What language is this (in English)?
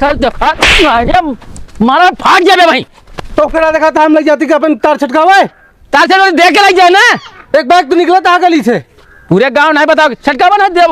Awadhi